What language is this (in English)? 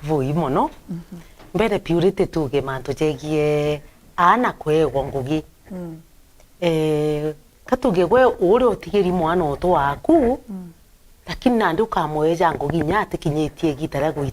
Meru